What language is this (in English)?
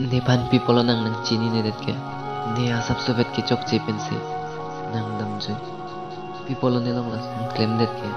Karbi